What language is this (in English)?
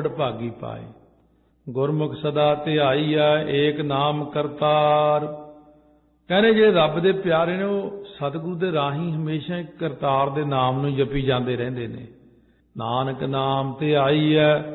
Punjabi